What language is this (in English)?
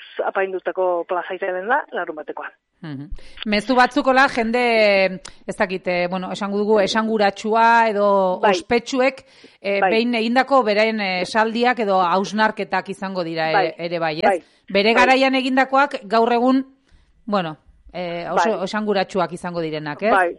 Basque